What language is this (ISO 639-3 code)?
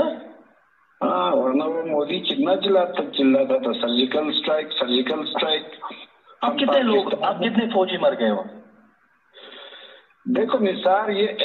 hin